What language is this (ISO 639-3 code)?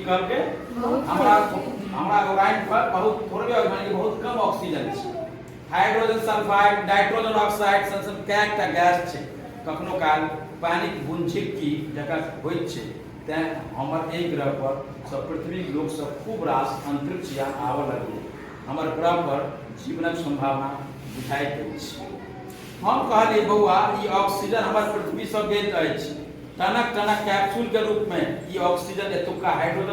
mai